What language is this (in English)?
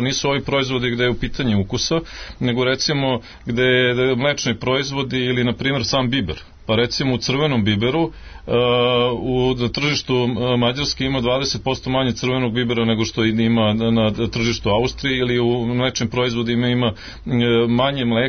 Serbian